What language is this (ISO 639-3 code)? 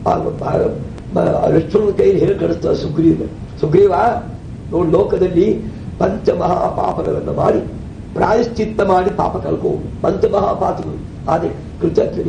kan